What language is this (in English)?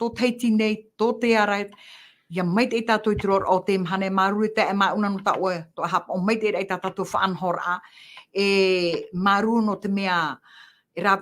Tahitian